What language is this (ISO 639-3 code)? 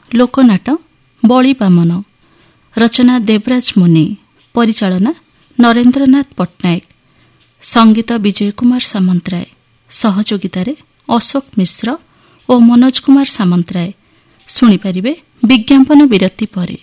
ori